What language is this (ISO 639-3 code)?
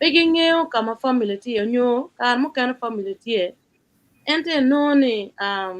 ach